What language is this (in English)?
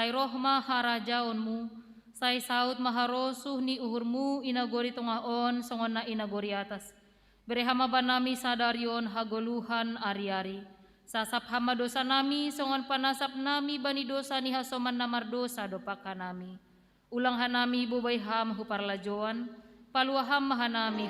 Batak Simalungun